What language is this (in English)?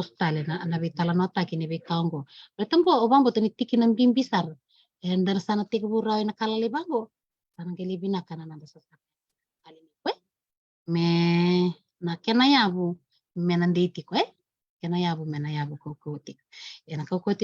Fijian